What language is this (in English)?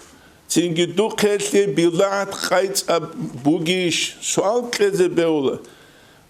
Avaric